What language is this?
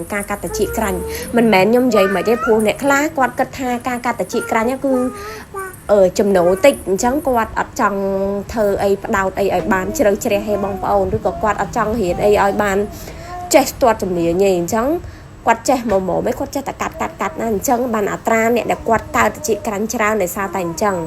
Khmer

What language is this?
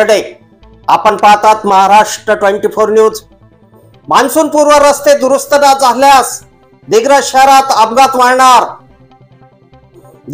Marathi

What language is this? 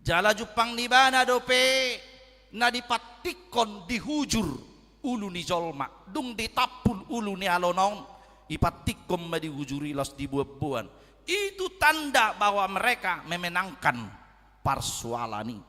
Batak Toba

